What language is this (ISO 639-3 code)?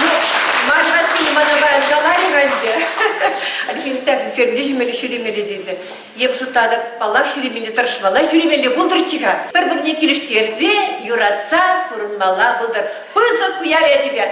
chv